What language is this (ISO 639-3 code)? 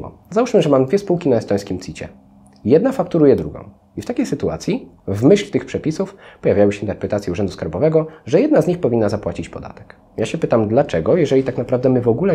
pol